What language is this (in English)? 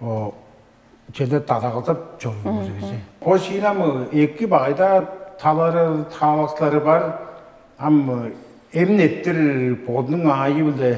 Tuvinian